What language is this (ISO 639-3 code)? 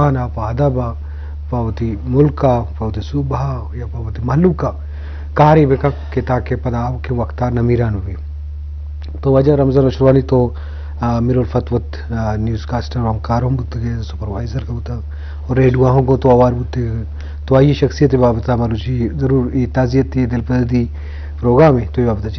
bgp